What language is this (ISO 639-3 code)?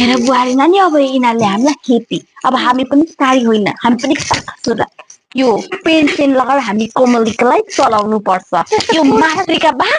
nep